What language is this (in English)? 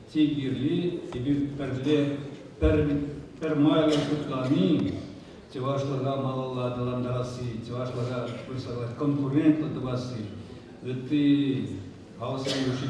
Chuvash